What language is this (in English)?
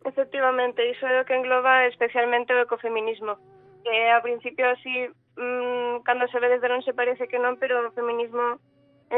Galician